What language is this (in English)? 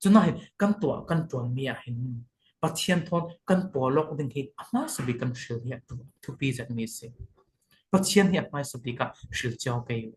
Falam Chin